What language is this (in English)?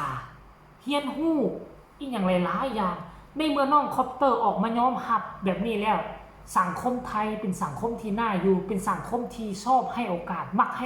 Northeastern Thai